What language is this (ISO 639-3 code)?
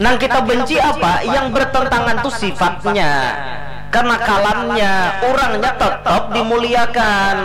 bjn